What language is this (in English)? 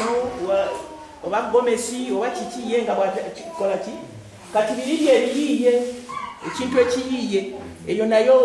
Ganda